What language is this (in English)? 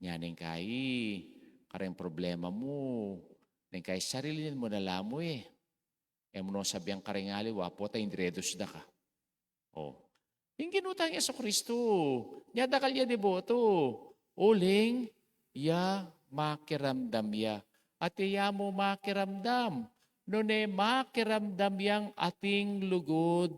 Pampanga